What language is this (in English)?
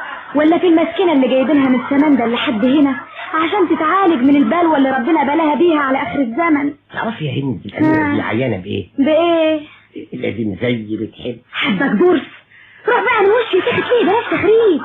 Egyptian Arabic